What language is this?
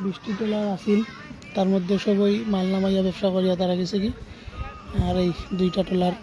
Sylheti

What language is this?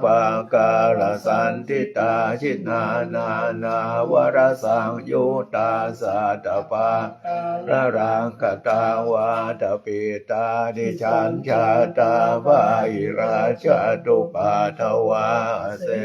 Pali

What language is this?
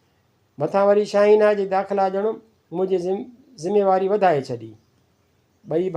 Sindhi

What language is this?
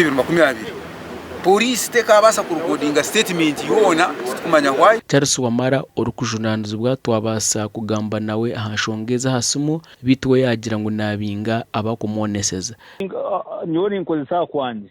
Nyankole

